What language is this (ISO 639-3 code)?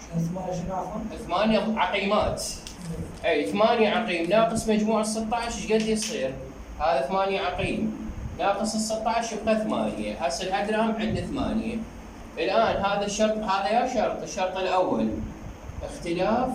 acm